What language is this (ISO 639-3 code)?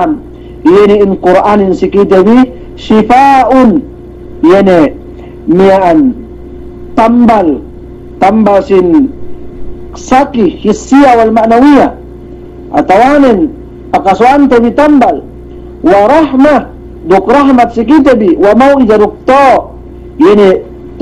yka